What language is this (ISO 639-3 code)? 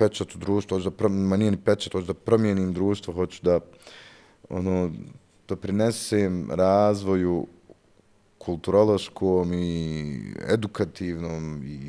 bos